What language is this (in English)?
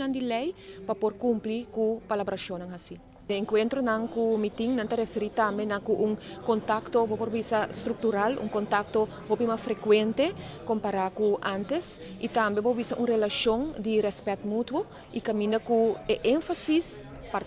Papiamento